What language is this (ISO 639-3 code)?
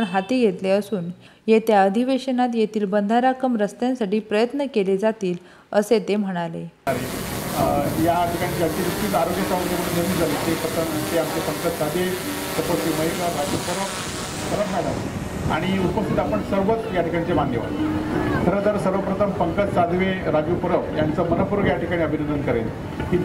mar